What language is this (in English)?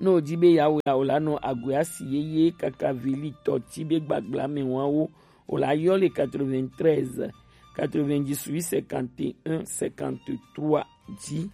Gen